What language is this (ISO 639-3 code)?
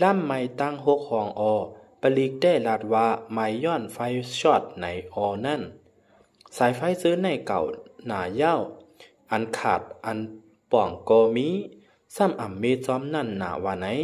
shn